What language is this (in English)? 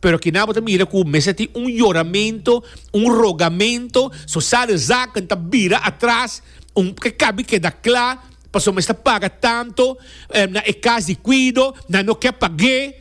Papiamento